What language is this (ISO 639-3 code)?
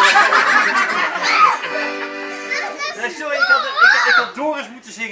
nld